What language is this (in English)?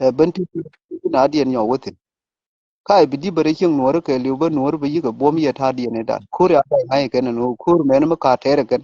Nuer